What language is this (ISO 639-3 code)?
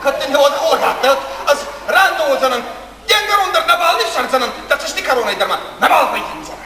oss